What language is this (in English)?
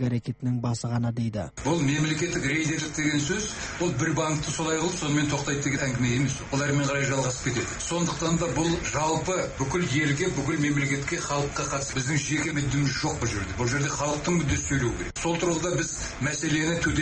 Kazakh